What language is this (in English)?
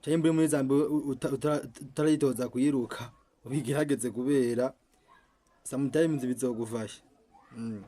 Rundi